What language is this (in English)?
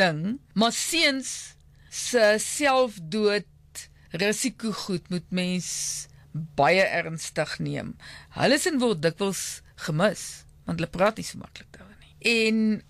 Afrikaans